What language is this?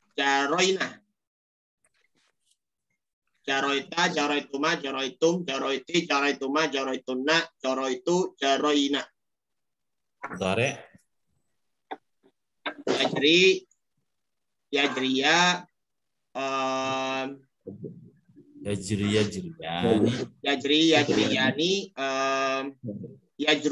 Indonesian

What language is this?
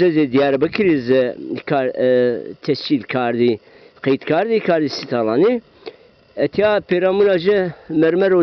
Zaza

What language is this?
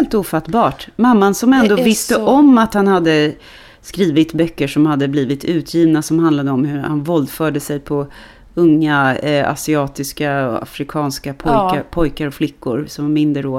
Swedish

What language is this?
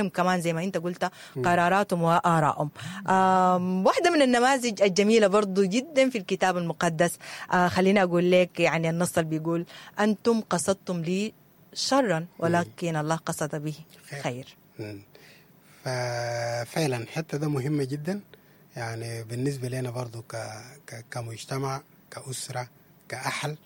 Sudanese Arabic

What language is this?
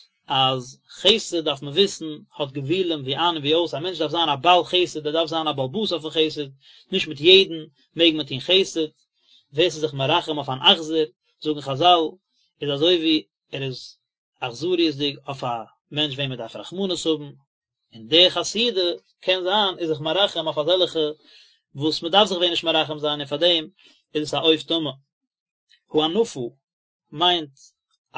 Yiddish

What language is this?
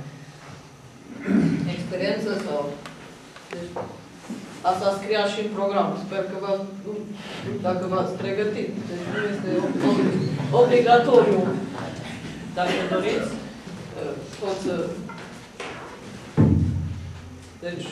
Romanian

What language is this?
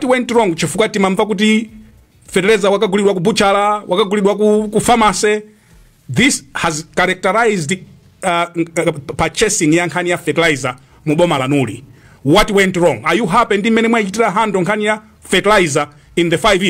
Nyanja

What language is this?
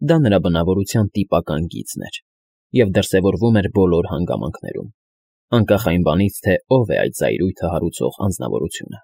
Armenian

